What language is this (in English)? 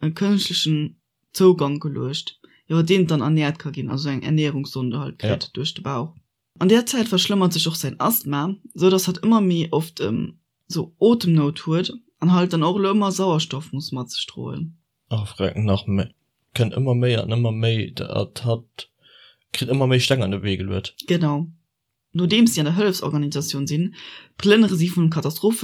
Luxembourgish